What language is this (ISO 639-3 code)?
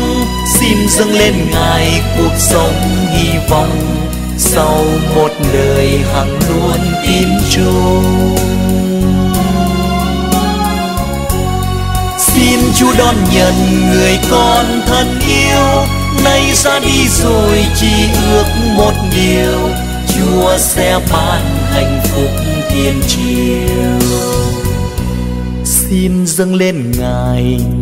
vie